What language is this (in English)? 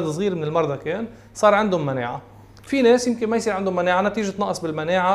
North Levantine Arabic